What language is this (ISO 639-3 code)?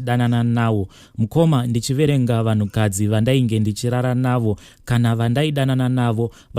sna